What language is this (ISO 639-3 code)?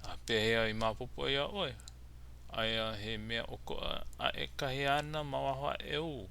haw